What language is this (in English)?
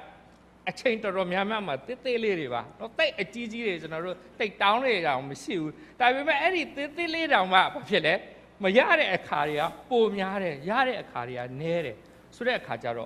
Burmese